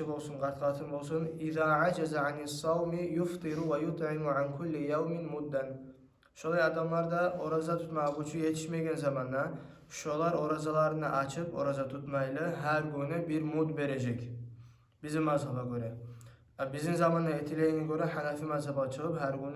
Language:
Kumyk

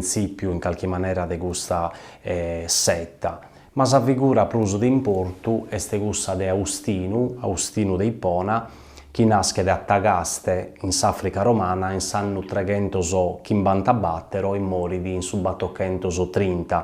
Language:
Sardinian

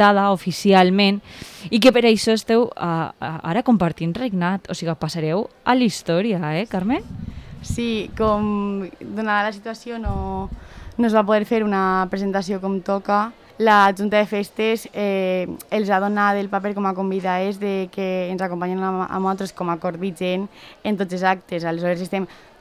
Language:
Catalan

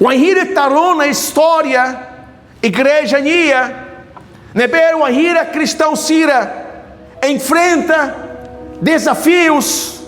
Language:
Tetum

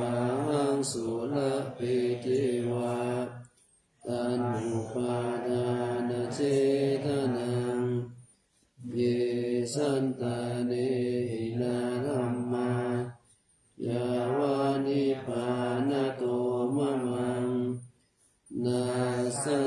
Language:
Pali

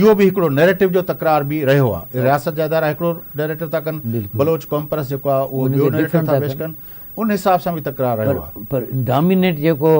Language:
Sindhi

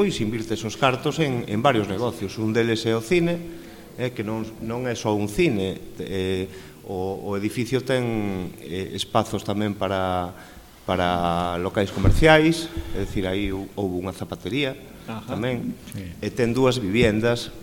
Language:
Galician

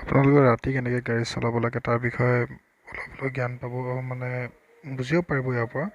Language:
Assamese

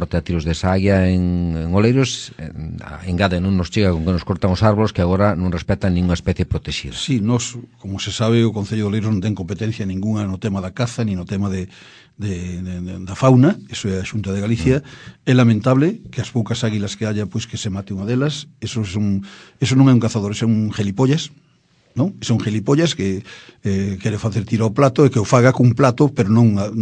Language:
Galician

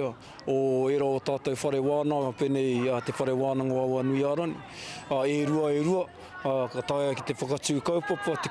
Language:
Māori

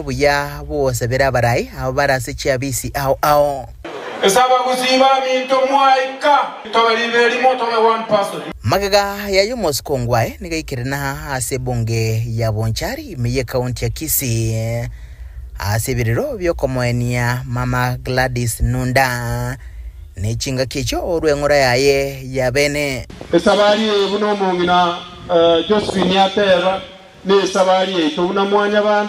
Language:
Gusii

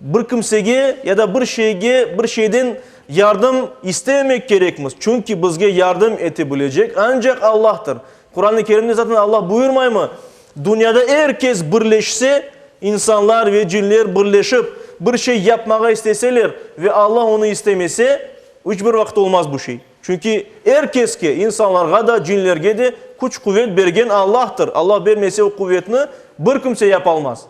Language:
Crimean Tatar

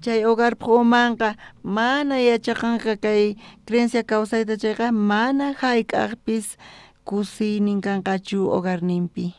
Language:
South Bolivian Quechua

